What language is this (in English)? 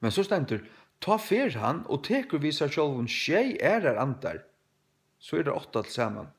Faroese